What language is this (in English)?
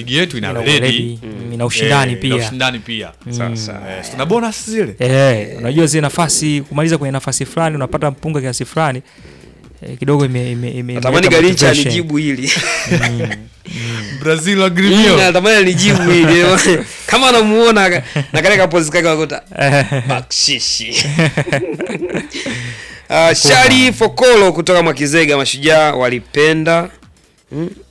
Swahili